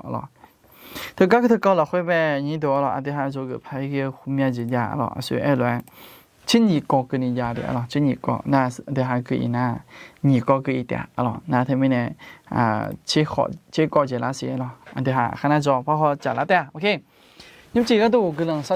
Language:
Akha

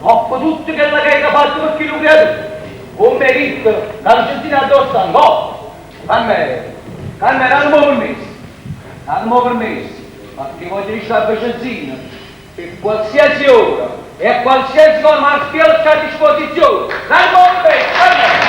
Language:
Neapolitan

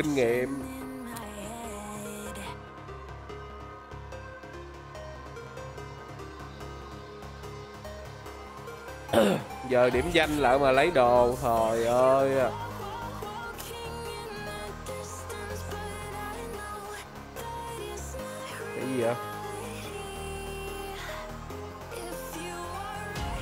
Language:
Vietnamese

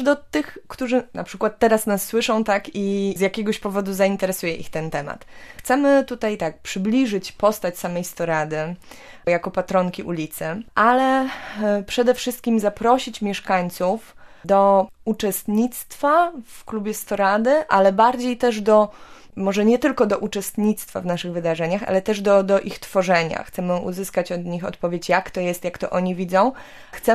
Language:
Polish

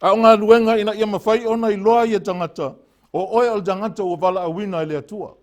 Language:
Samoan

